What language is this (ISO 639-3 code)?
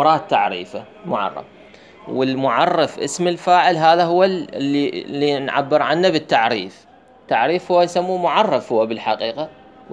acm